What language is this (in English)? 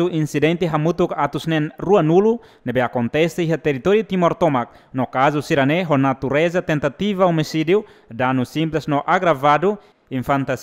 Tetum